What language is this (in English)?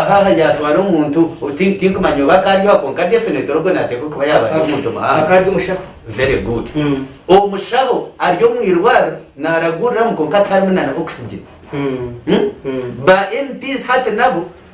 Nyankole